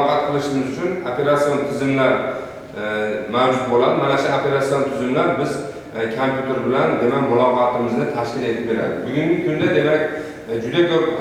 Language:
Uzbek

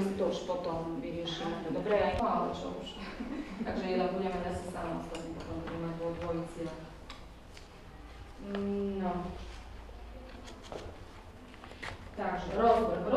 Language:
Slovak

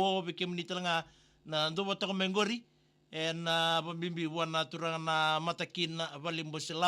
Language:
Fijian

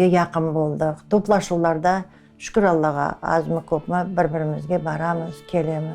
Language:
Crimean Tatar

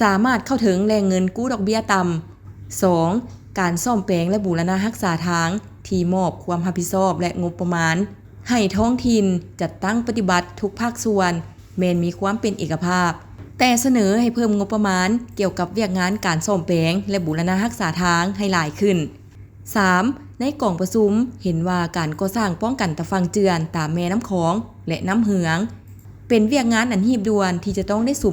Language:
Lao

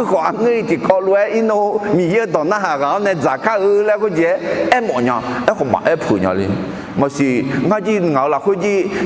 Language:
Akha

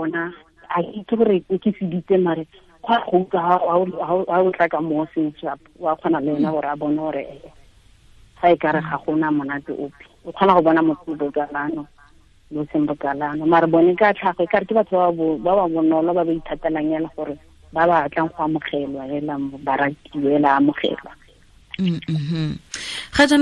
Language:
Tswana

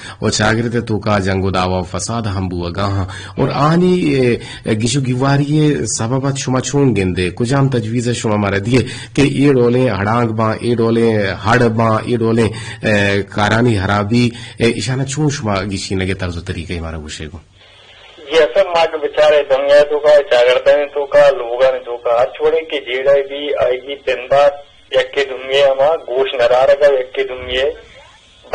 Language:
Eastern Balochi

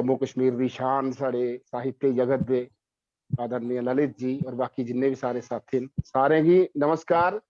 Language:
Dogri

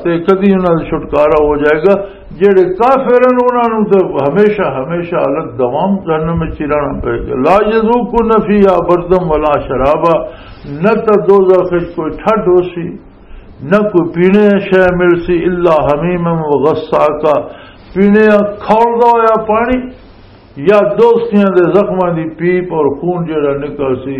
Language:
Western Panjabi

